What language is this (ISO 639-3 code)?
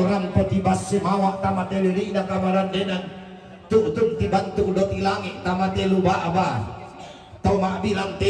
sda